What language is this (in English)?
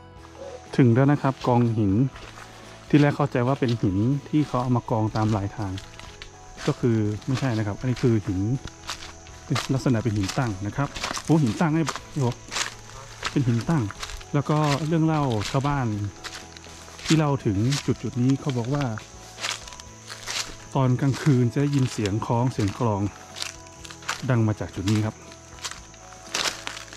Thai